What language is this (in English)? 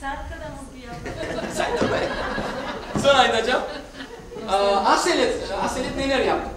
Crimean Tatar